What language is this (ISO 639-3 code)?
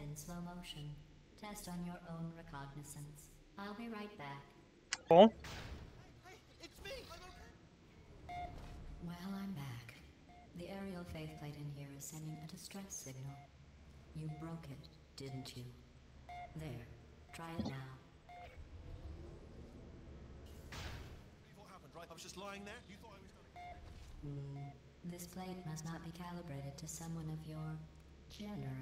eng